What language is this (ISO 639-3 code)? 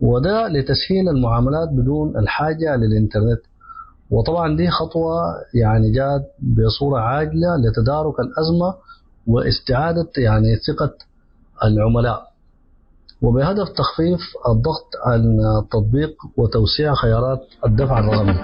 apd